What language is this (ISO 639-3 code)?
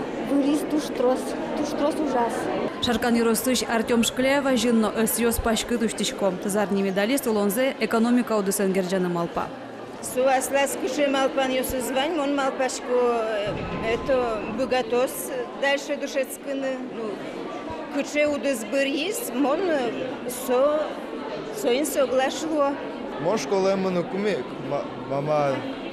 udm